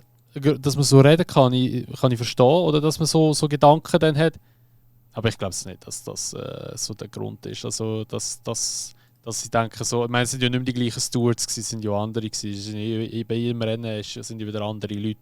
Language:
Swiss German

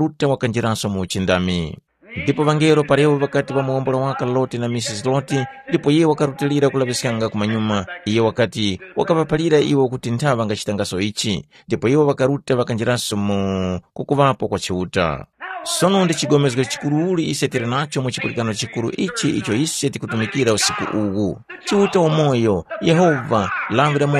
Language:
Tumbuka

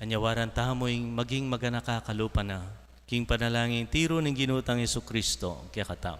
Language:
Pampanga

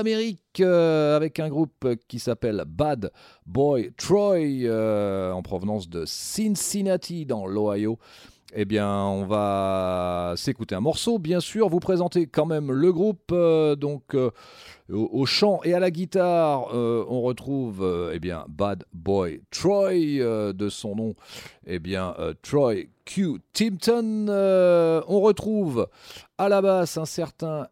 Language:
French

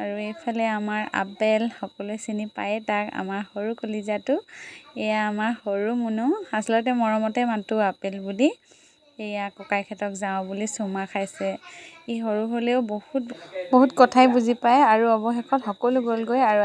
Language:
Assamese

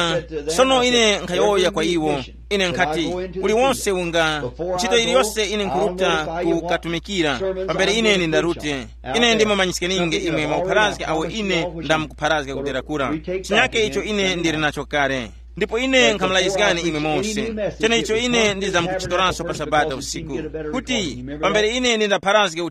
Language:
Tumbuka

